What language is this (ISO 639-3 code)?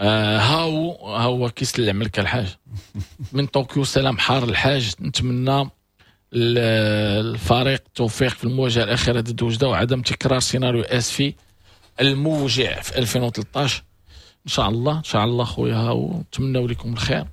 ary